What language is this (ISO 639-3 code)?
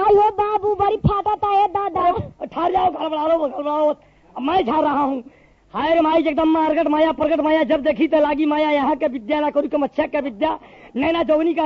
bho